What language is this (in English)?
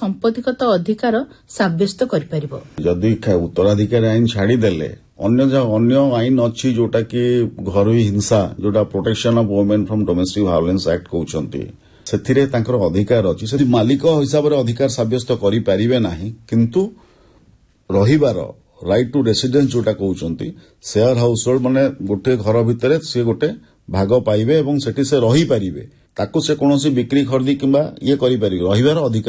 Odia